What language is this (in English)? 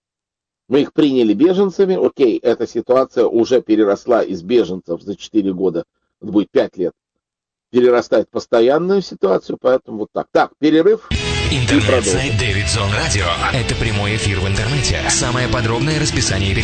Russian